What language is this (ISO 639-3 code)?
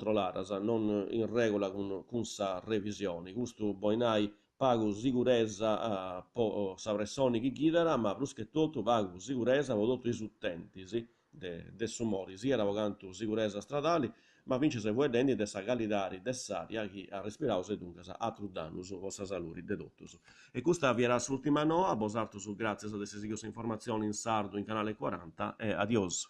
srd